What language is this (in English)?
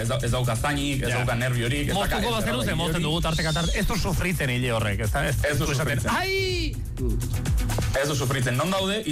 Basque